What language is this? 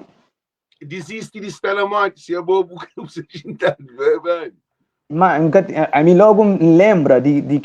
Kabuverdianu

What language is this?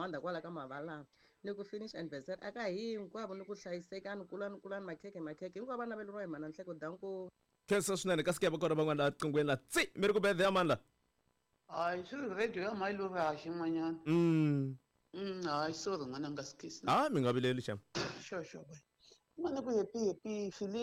Tsonga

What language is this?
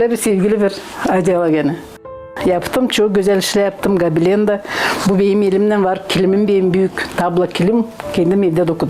Gagauz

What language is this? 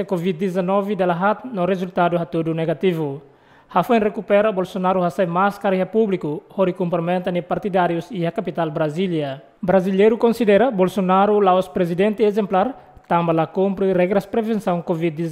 Tetum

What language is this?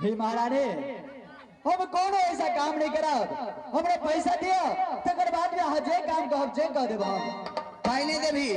Maithili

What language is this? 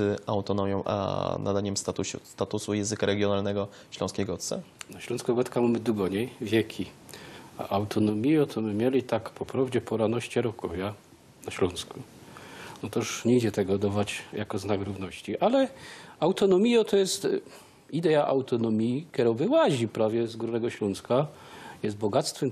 Silesian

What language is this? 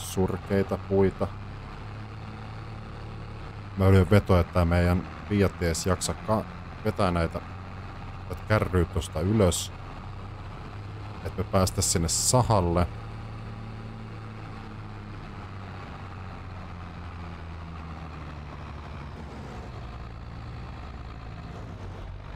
Finnish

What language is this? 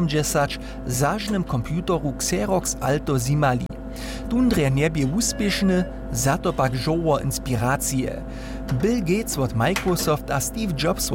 Upper Sorbian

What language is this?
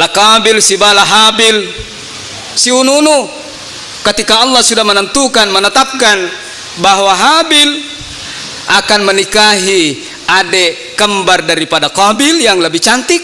Buginese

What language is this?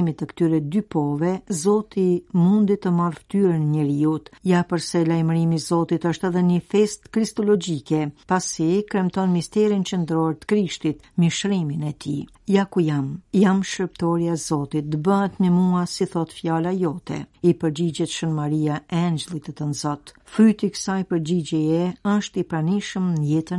Albanian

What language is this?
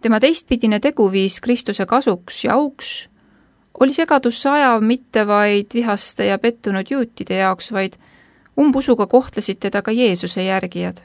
Estonian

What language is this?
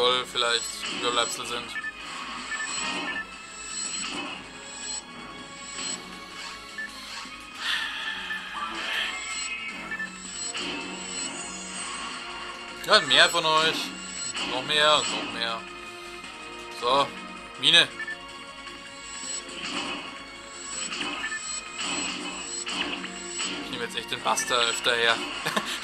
German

